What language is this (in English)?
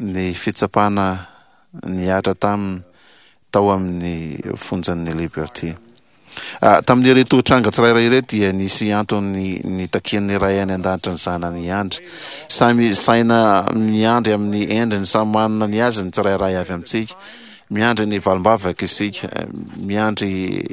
Malagasy